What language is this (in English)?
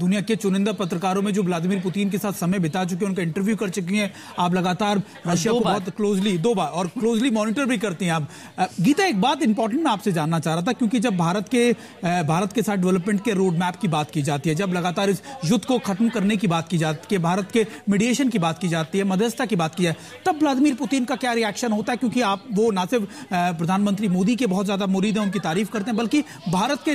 Hindi